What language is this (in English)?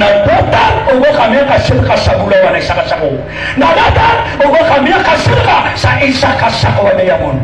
Maranao